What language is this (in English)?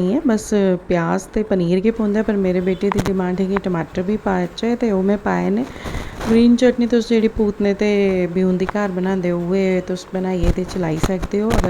Dogri